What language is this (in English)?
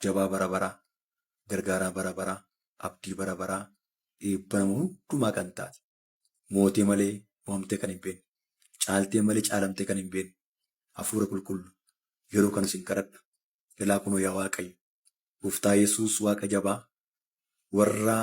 Oromo